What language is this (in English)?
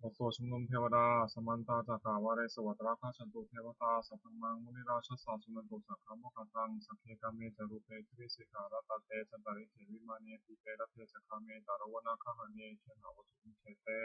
Pali